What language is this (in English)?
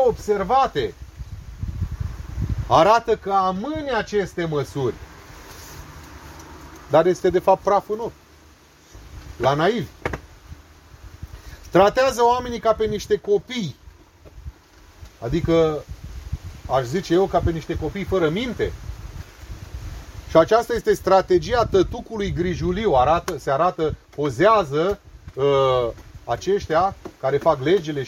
Romanian